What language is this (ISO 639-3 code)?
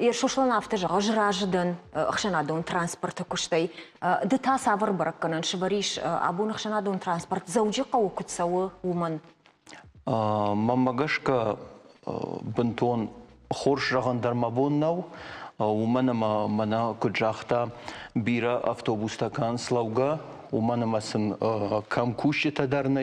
oss